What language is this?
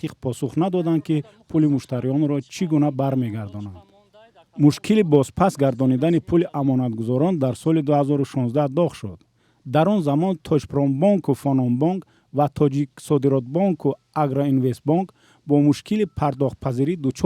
Tajik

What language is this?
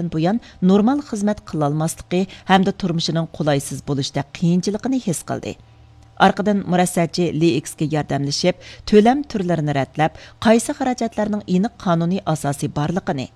Uyghur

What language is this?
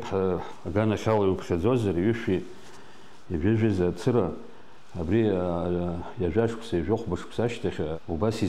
Abkhazian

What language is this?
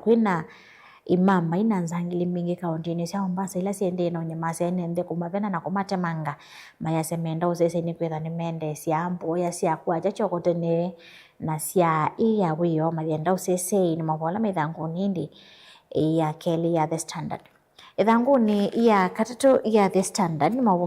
Kamba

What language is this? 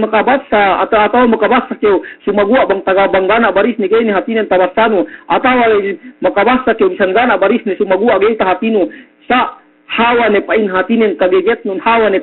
Yakan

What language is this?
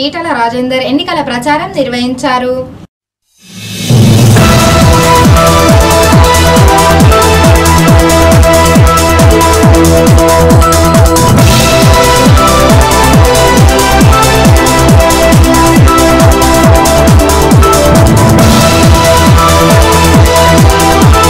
Telugu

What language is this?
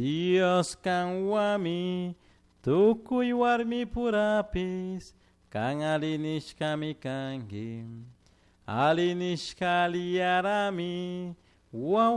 Chimborazo Highland Quichua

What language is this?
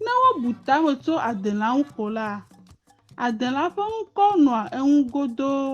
Ewe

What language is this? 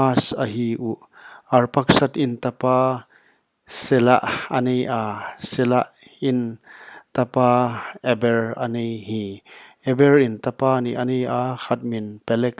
Paite Chin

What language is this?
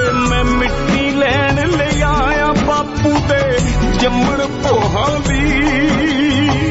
Punjabi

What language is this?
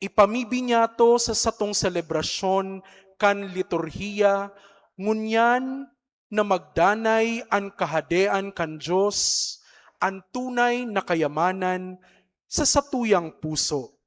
Bikol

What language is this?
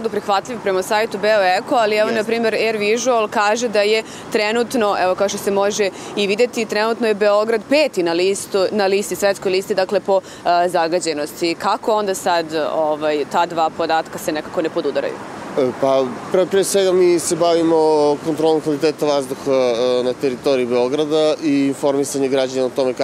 Serbian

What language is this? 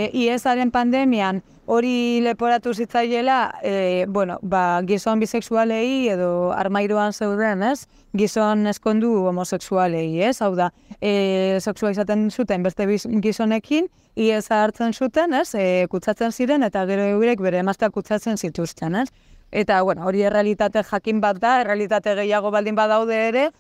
Basque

